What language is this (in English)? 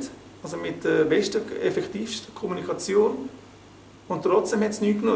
Swiss German